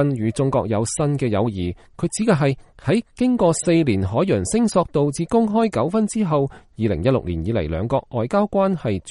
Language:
Cantonese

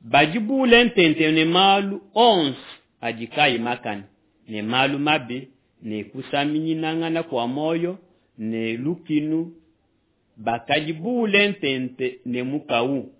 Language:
Luba-Lulua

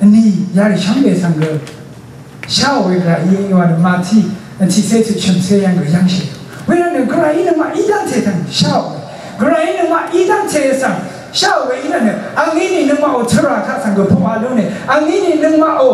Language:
Rawang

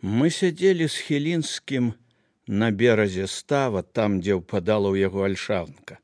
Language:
Belarusian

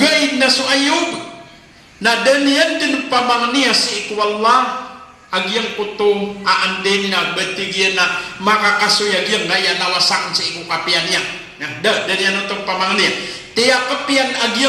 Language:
Maranao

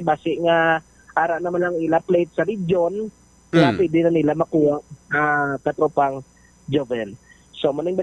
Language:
Hiligaynon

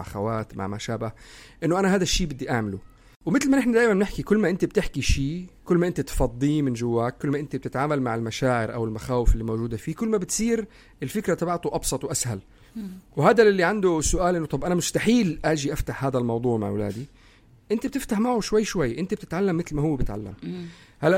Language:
North Levantine Arabic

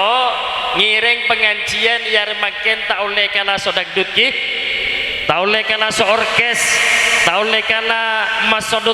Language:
Madurese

